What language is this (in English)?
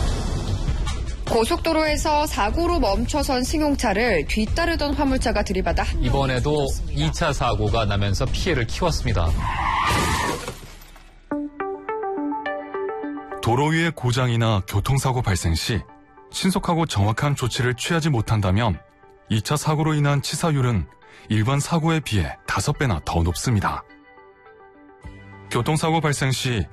Korean